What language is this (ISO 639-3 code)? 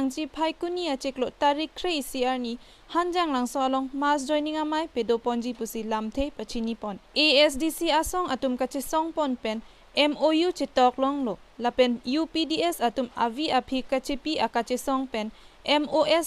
mjw